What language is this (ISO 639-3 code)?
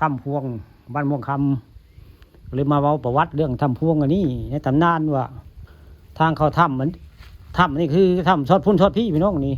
tts